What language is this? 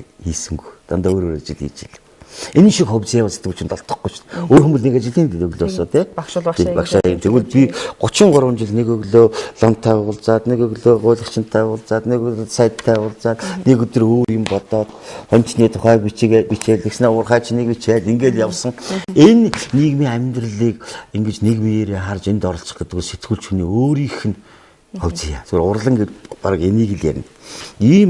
Mongolian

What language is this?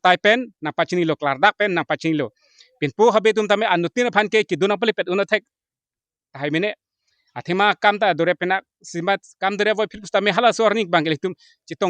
Karbi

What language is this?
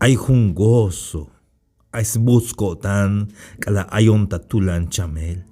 Tzeltal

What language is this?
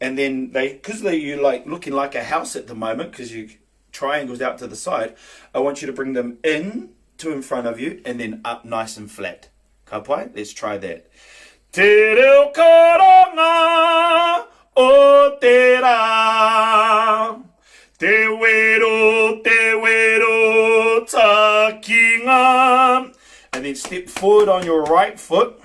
Māori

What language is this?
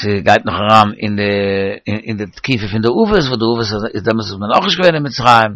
Yiddish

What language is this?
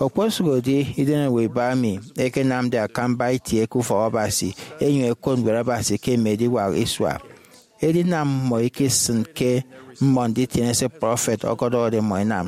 Efik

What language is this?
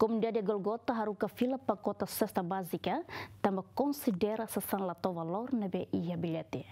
Tetum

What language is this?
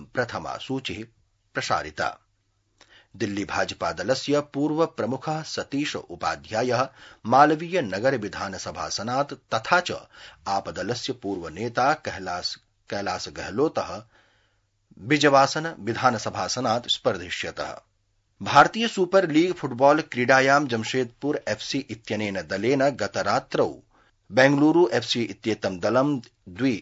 Sanskrit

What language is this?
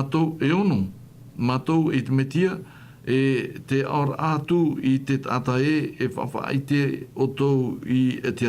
Tahitian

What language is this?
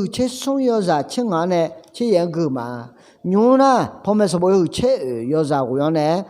Akha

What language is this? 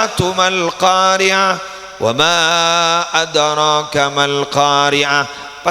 Madurese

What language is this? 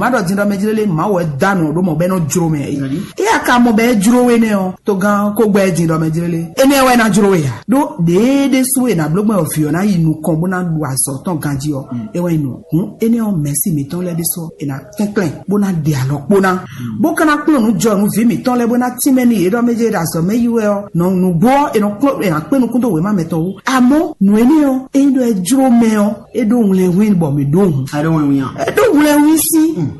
Fon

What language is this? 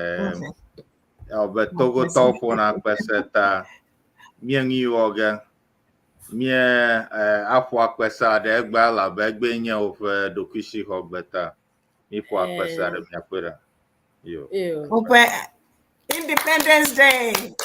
Ewe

